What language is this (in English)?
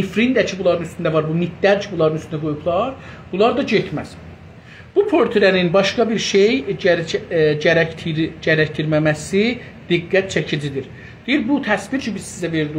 South Azerbaijani